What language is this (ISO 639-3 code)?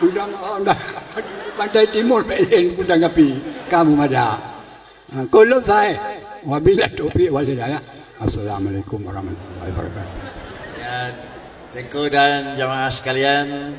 ace